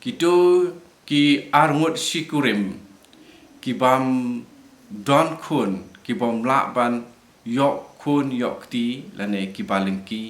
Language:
Khasi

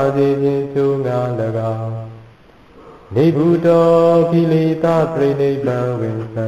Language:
Burmese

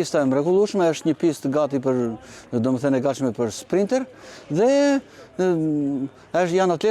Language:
Albanian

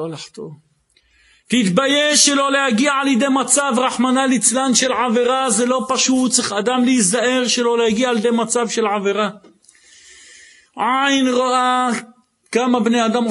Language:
Hebrew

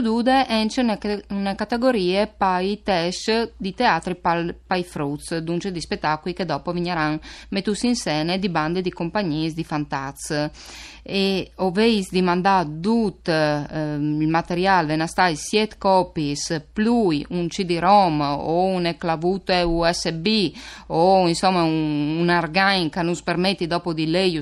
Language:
Friulian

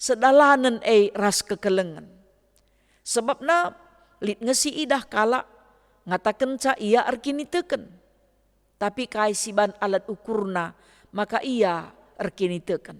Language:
Batak Karo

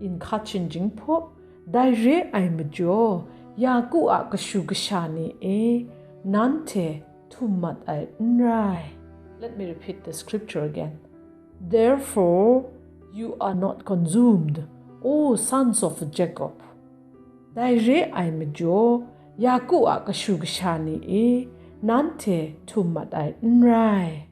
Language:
Kachin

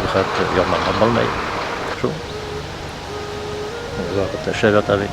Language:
Bashkir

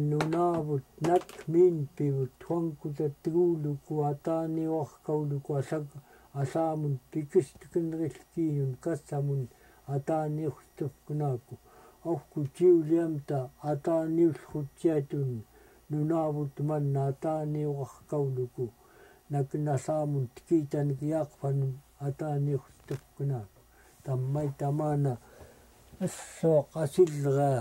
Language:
Central Yupik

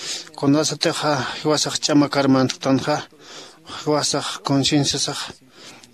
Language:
Aymara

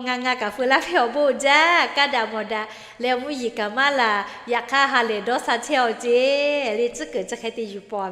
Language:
Lahu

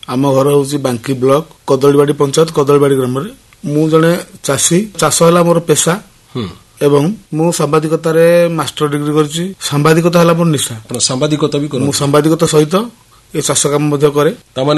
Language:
Odia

